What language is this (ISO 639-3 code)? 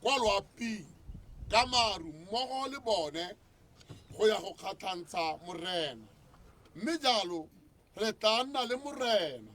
tsn